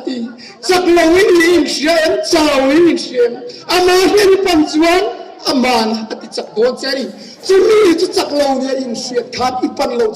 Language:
Mizo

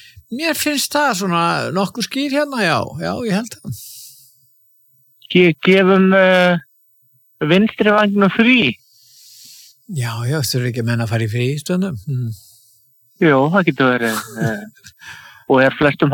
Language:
Icelandic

